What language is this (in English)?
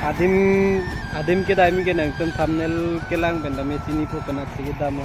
Karbi